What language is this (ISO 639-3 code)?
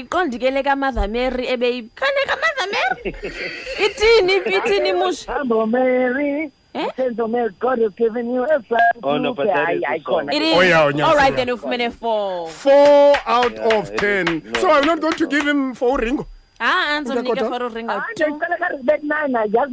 xho